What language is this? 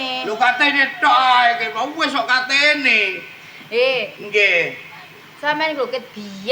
Javanese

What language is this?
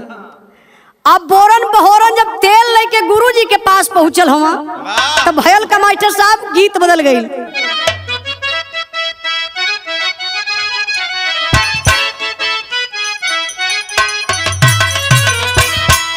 Bhojpuri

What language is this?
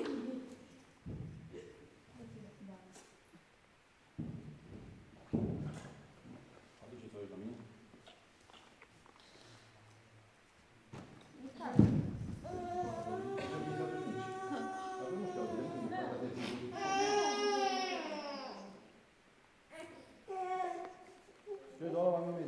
Romanian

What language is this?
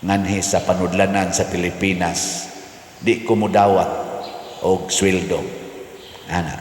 Cebuano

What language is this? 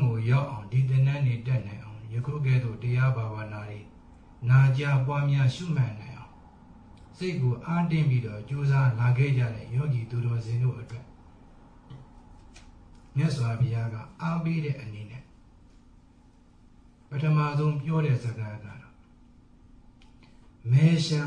Burmese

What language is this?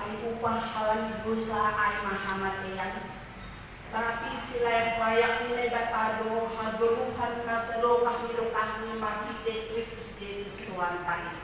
Batak Simalungun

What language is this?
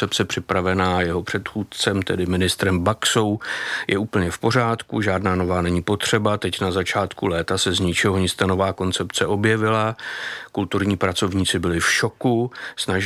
Czech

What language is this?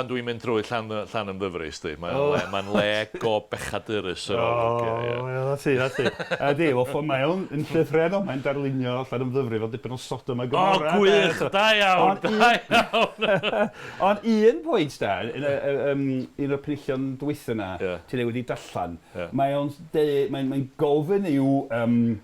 Welsh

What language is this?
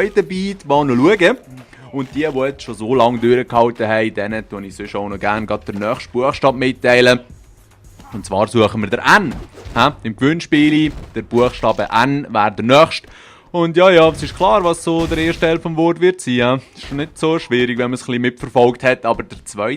Swiss German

